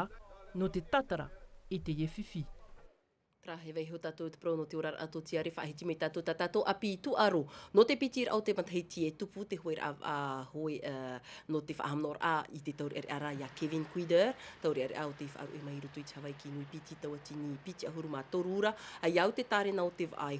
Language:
Tahitian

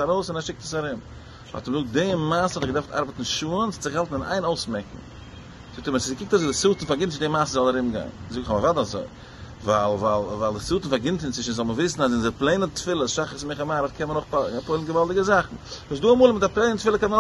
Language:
Yiddish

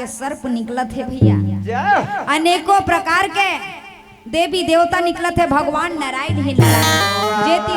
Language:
Chhattisgarhi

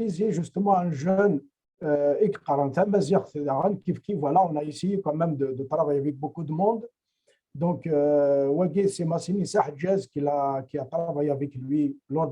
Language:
Kabyle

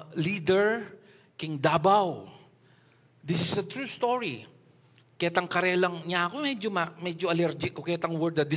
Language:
Pampanga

